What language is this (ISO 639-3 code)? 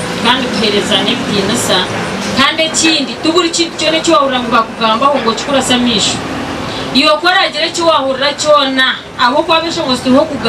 nyn